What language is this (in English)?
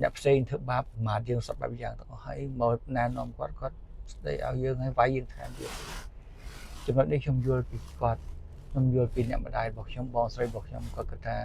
Khmer